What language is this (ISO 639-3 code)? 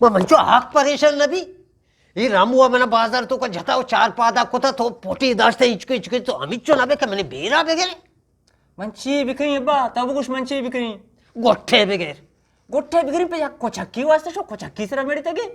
bgp